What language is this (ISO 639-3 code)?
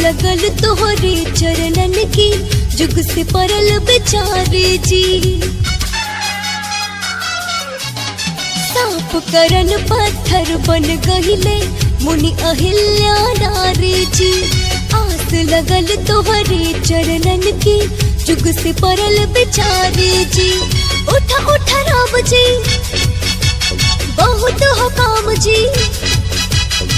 bho